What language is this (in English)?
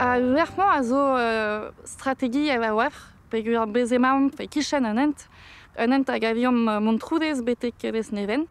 Breton